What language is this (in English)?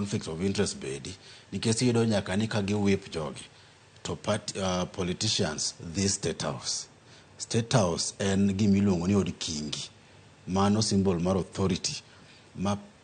Luo (Kenya and Tanzania)